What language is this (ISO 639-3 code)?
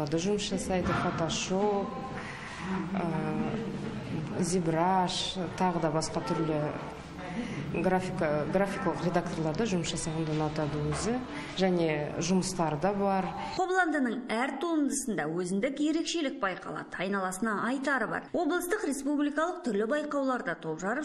kaz